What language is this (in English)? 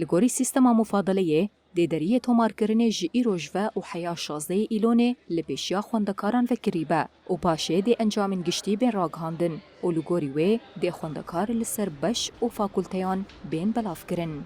Kurdish